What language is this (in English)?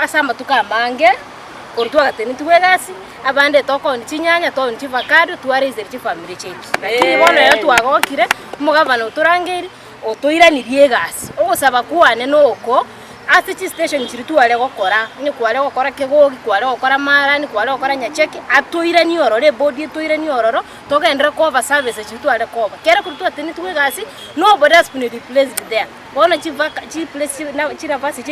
Gusii